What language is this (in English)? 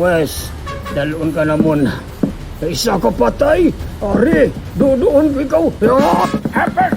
Hiligaynon